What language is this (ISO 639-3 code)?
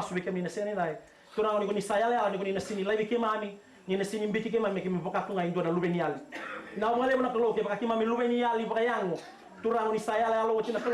fij